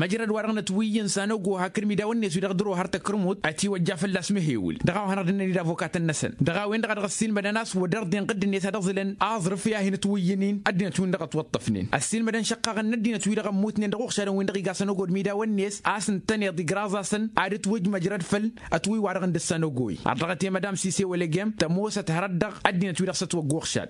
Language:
Tamasheq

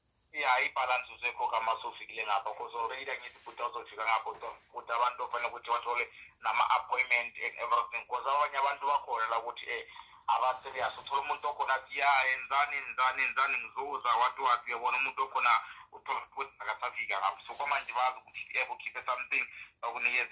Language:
Zulu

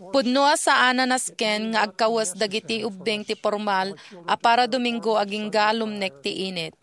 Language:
Iloko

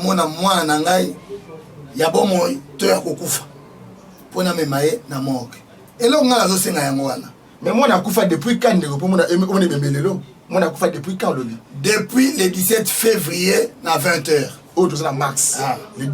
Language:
Lingala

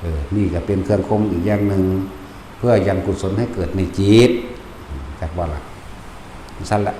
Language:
Northeastern Thai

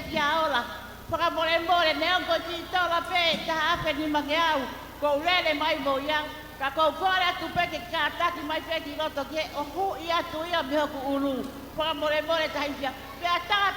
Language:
Tongan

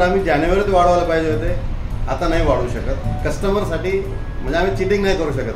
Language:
Marathi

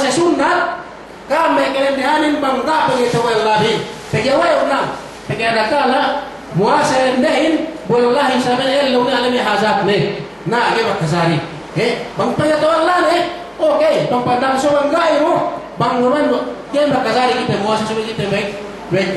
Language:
Yakan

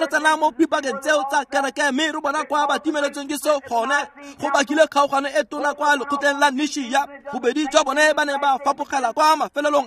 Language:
Tswana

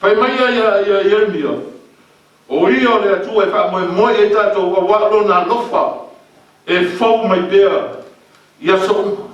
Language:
Samoan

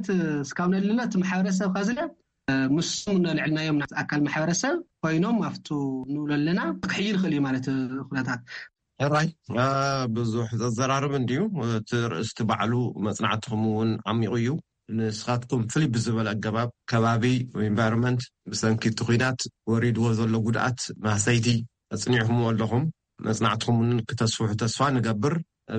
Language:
Tigrinya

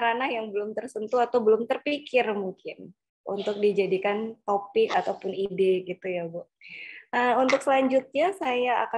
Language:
Indonesian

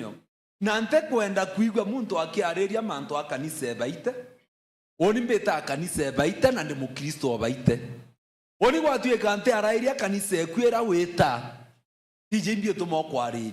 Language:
Meru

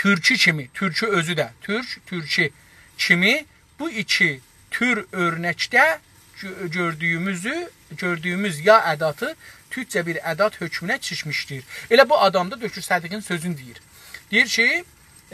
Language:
South Azerbaijani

